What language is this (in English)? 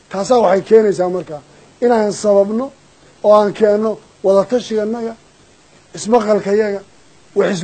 Somali